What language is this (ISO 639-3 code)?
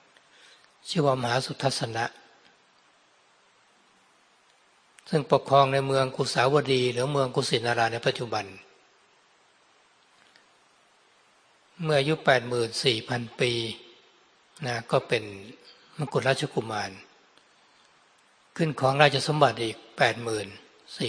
tha